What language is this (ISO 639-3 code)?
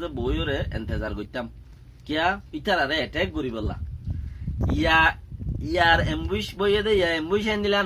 rhg